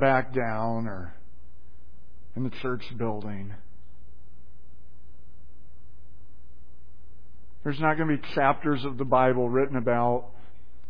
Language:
English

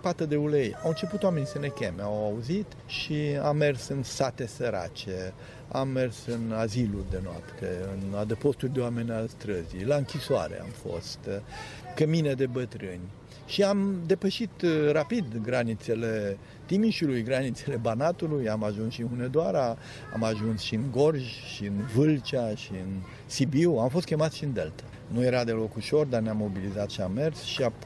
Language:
Romanian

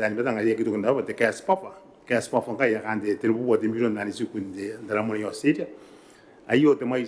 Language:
Gilbertese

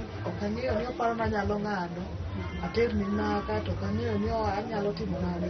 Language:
Luo (Kenya and Tanzania)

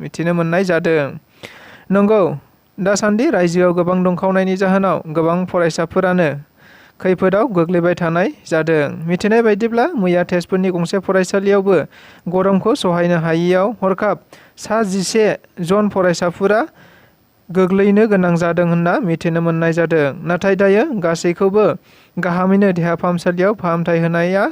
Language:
Bodo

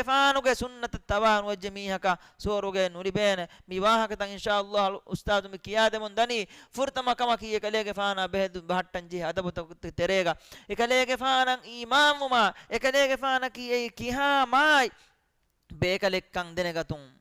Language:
Divehi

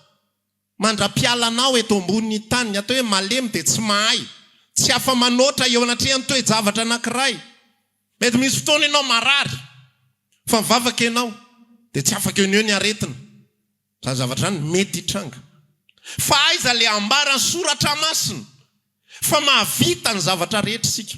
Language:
Malagasy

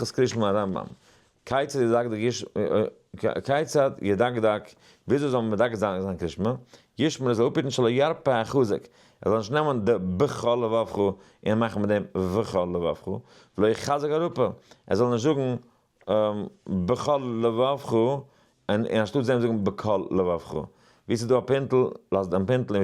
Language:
Yiddish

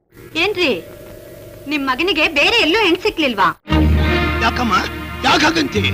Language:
Kannada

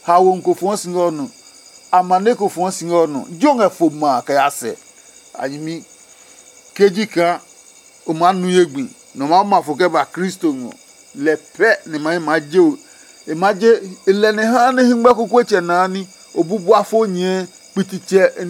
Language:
Adangme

